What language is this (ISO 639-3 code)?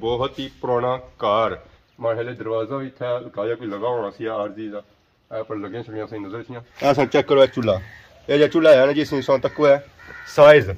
phr